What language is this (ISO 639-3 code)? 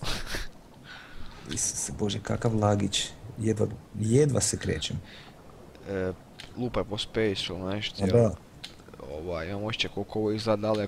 hrv